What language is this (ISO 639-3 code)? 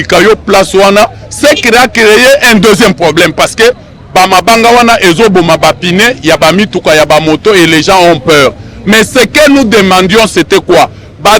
lin